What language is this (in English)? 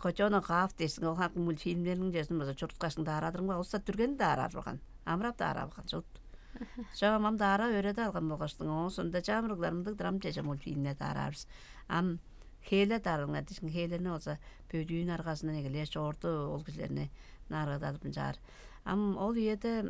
Tuvinian